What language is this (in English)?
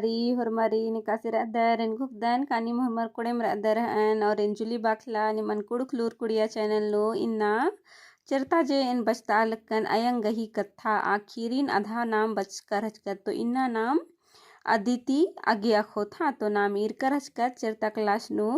Kurukh